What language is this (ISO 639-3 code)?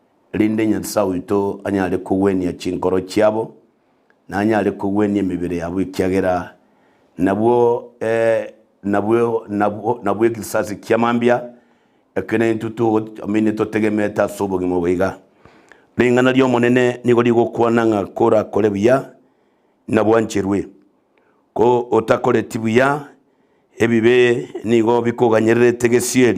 guz